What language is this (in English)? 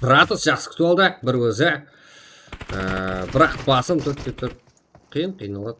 Kara-Kalpak